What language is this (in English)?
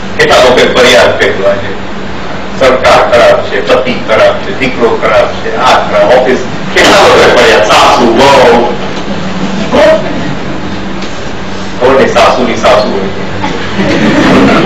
Gujarati